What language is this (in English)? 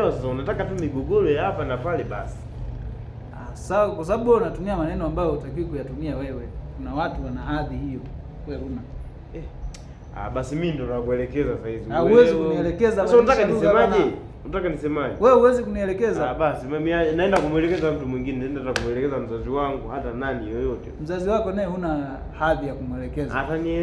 Swahili